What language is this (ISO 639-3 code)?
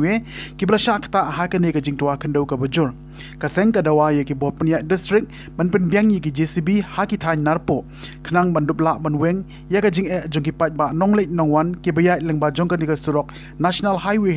kha